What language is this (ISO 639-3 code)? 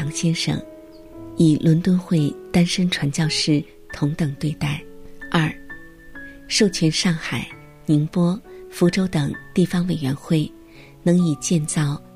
zho